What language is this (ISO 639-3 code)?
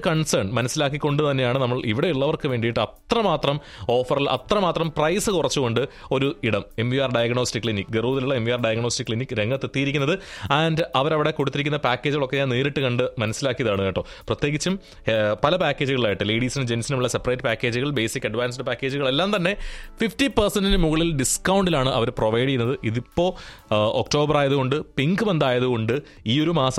mal